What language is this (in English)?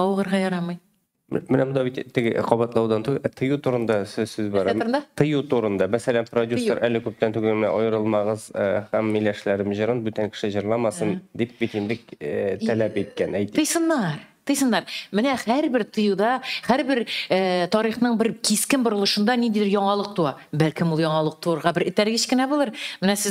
Tatar